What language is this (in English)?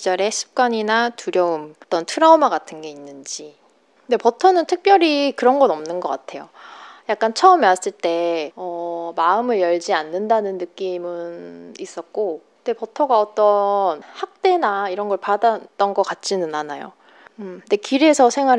Korean